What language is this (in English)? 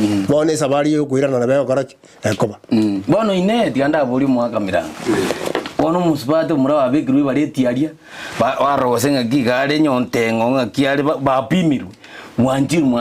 Gusii